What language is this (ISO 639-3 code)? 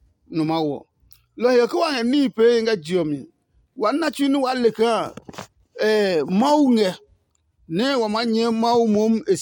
ada